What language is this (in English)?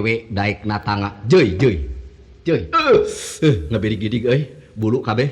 Sundanese